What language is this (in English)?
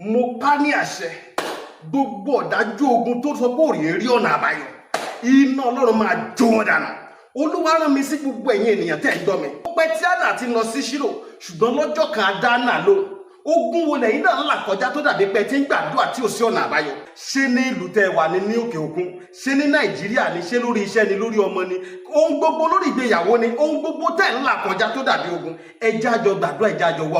Yoruba